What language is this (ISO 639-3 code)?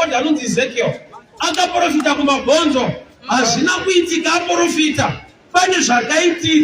sna